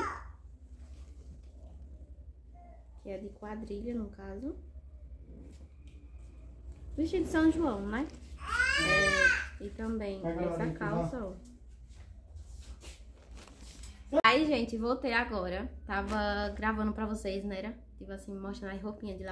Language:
Portuguese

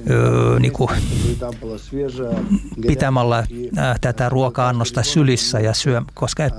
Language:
Finnish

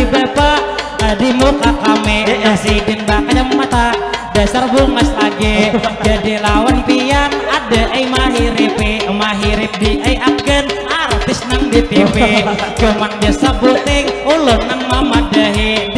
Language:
Banjar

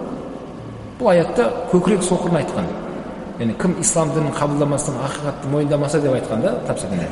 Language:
Kazakh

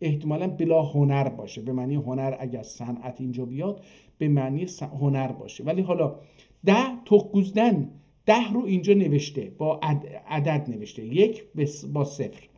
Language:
South Azerbaijani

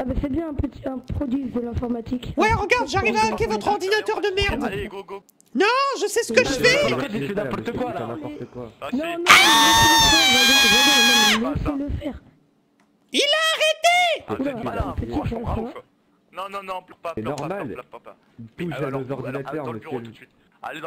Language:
French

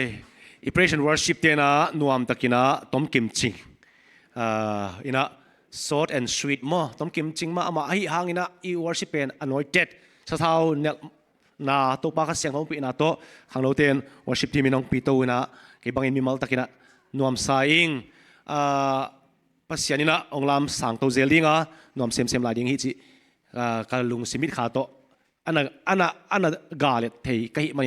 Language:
Tedim Chin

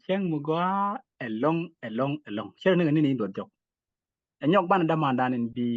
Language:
Nuer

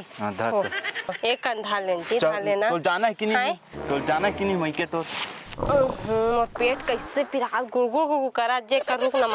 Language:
Chhattisgarhi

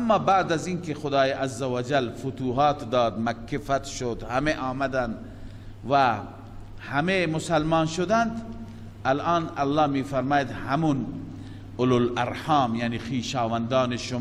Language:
Persian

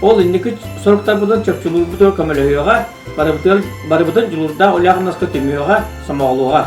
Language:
Yakut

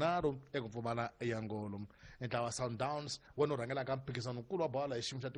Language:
Tsonga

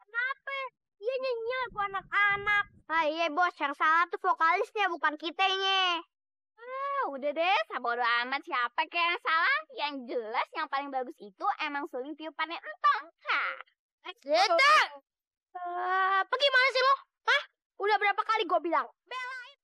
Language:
Betawi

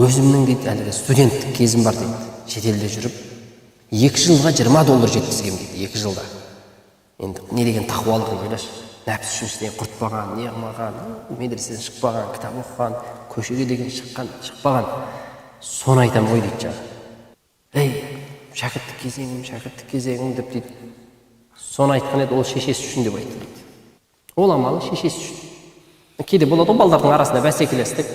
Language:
Kazakh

